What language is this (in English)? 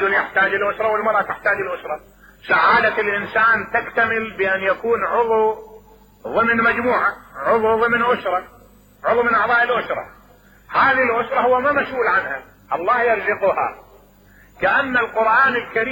Mesopotamian Arabic